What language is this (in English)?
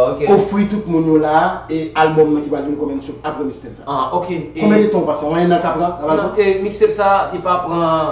Haitian Creole